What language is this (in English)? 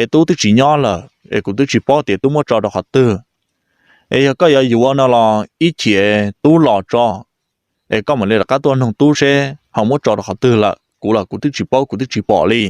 Hmong